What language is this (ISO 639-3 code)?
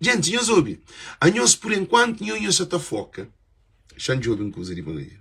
kea